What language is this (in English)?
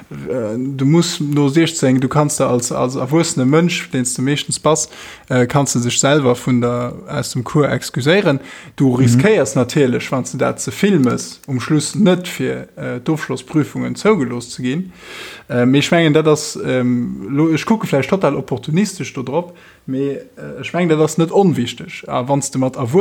Luxembourgish